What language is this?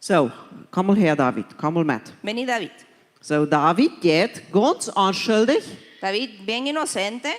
Plautdietsch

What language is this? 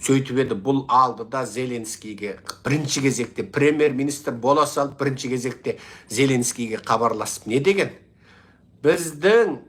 Kazakh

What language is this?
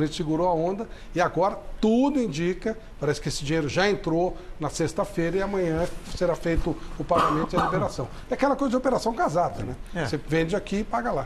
Portuguese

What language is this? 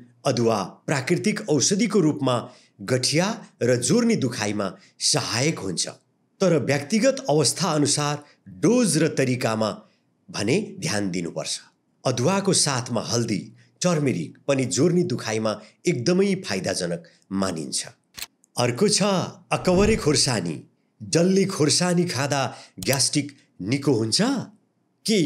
Nepali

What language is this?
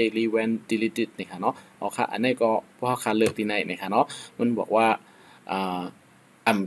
Shan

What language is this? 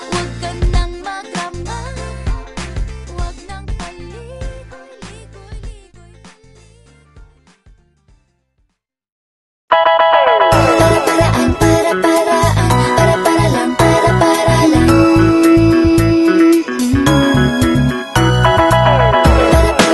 Filipino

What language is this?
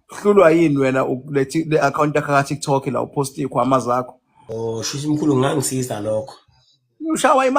Zulu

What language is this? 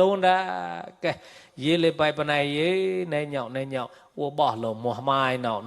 Mon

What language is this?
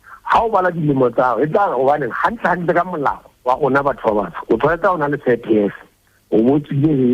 Southern Sotho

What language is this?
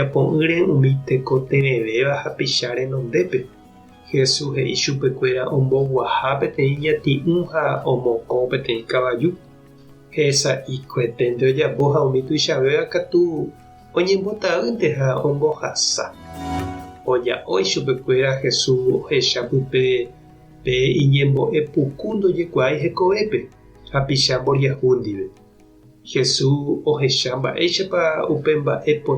Guarani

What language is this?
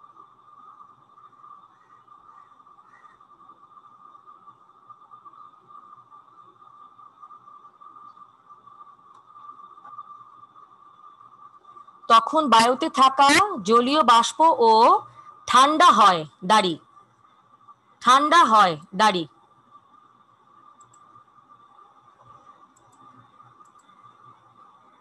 Bangla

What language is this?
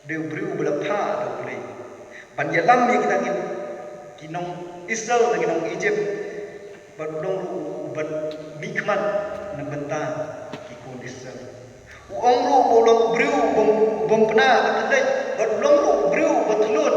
Khasi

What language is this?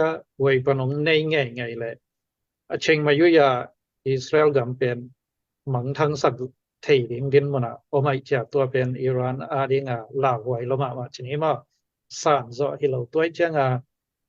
Tedim Chin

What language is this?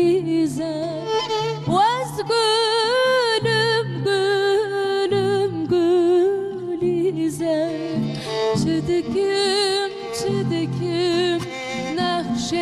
Kurdish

